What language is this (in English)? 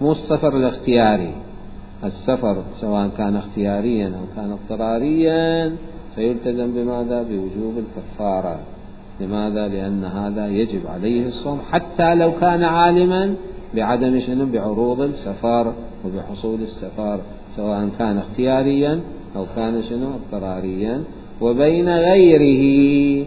Mesopotamian Arabic